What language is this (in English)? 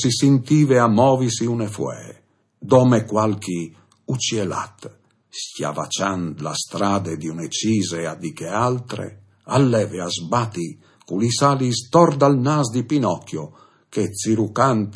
Friulian